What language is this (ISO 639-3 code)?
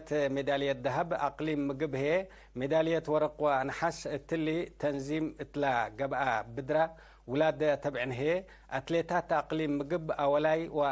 tig